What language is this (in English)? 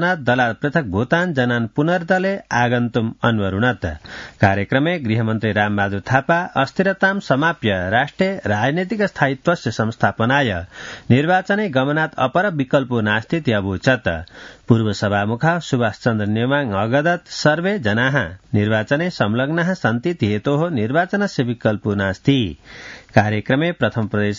Sanskrit